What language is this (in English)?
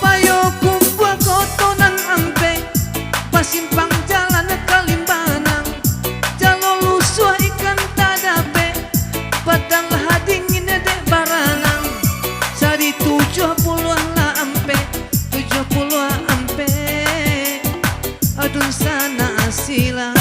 Minangkabau